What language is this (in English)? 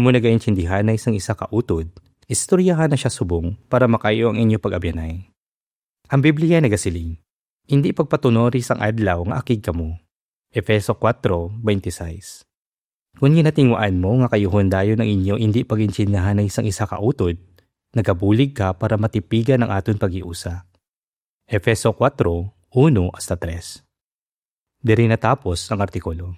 Hiligaynon